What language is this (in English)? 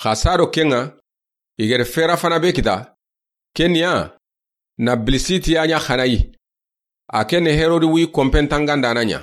Soninke